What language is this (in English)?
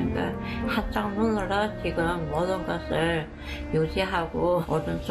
Korean